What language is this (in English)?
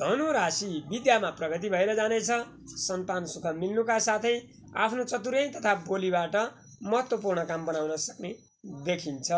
Nepali